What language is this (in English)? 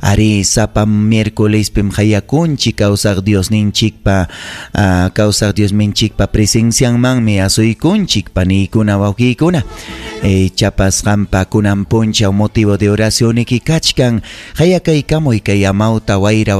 Ayacucho Quechua